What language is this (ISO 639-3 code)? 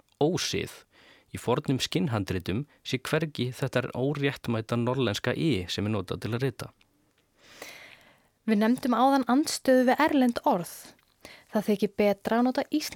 isl